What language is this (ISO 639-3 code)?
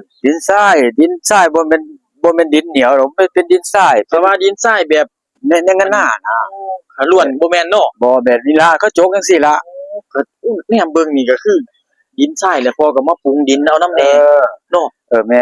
tts